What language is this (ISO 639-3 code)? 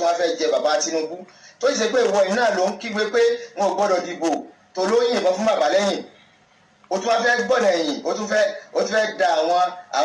yor